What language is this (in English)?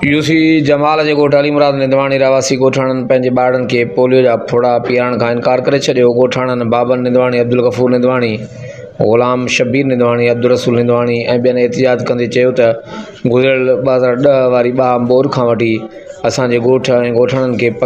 Sindhi